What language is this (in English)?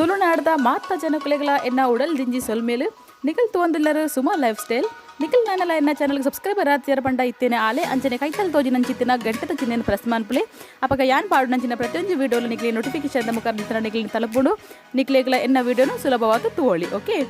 Tulu